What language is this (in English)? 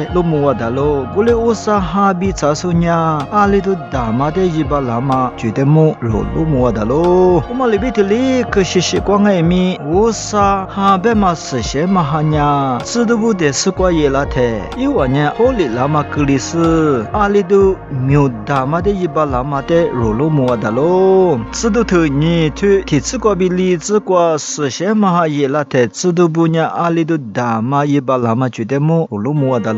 Lisu